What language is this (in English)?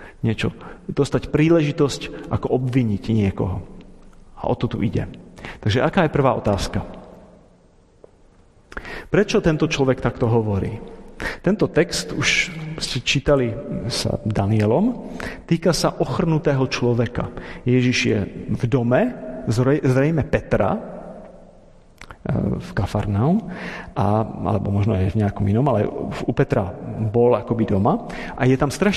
Slovak